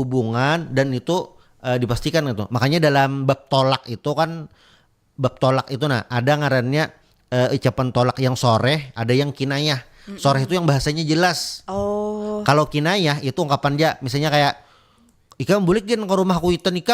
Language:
Banjar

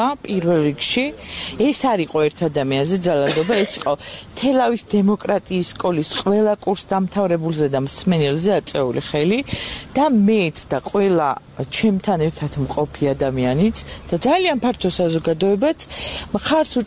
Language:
Georgian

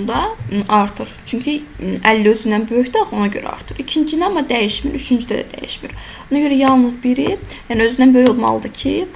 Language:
Azerbaijani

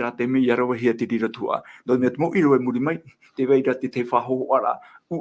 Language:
Tahitian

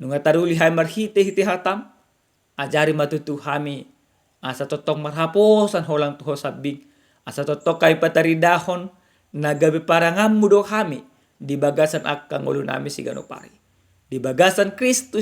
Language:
Batak Toba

